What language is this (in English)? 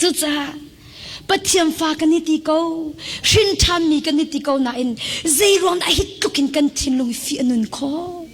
Hakha Chin